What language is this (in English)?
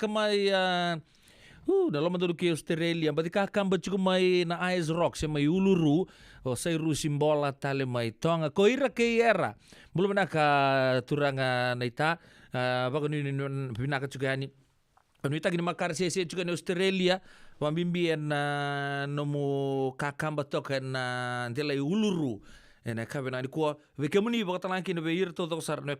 Fijian